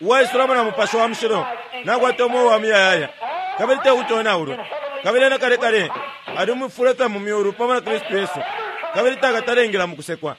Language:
Bemba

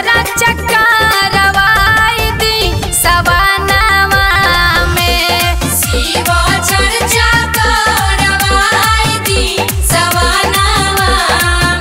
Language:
Bhojpuri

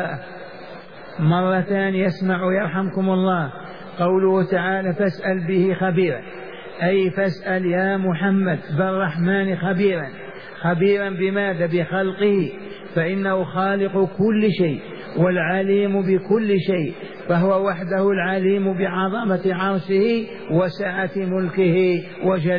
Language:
Arabic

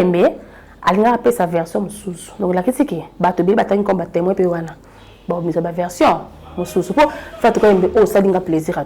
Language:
Lingala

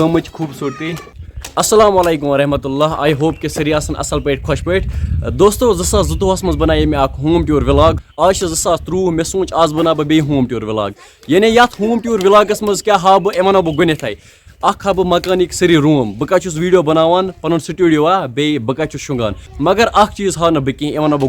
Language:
Kashmiri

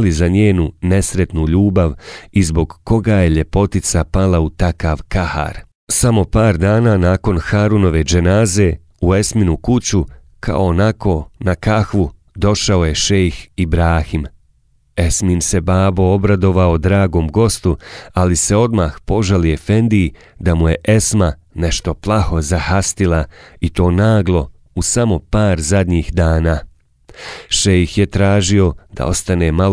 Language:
Bosnian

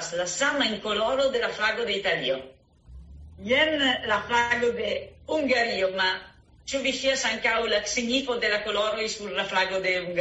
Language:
Esperanto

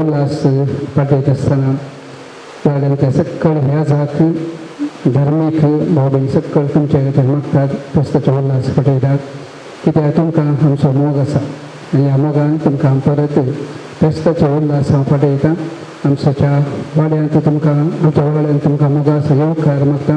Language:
Konkani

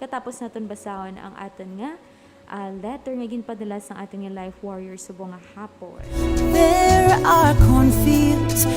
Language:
Hiligaynon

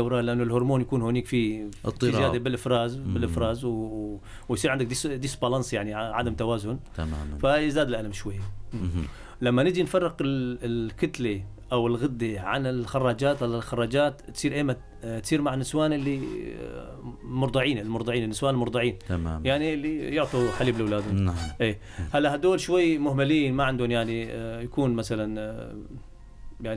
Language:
North Levantine Arabic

